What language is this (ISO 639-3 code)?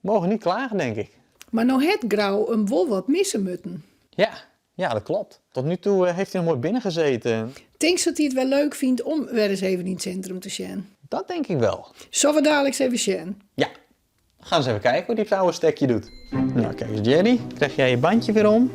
fry